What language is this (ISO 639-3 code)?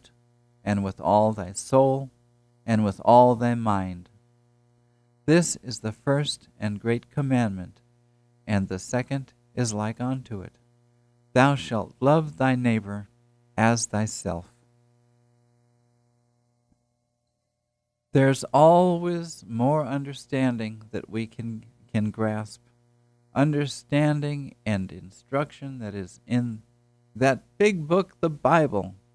eng